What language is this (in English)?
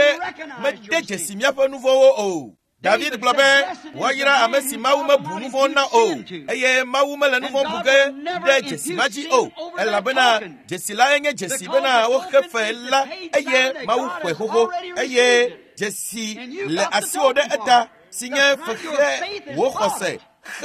Ewe